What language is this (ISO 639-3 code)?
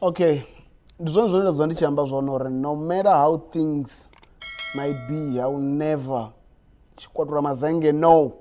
ven